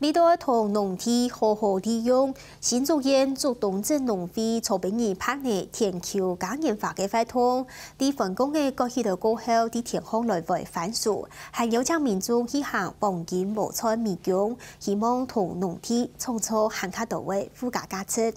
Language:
Hakka Chinese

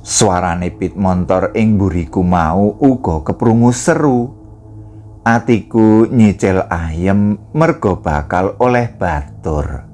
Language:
Javanese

